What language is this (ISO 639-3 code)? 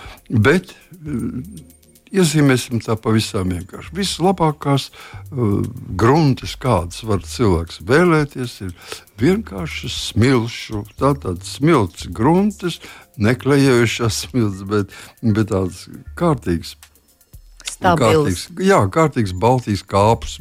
lav